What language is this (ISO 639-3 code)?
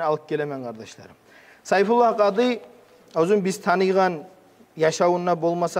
kum